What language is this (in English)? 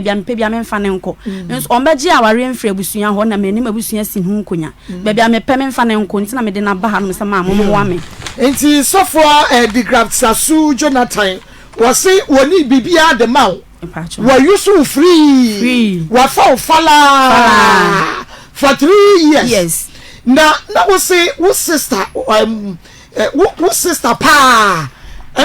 Akan